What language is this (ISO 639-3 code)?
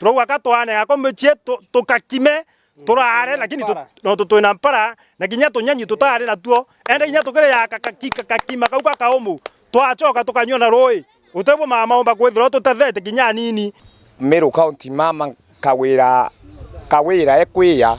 mer